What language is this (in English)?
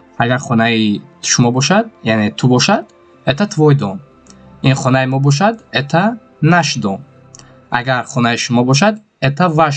Tajik